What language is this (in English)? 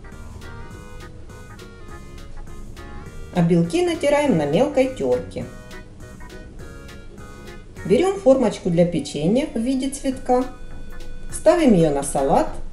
Russian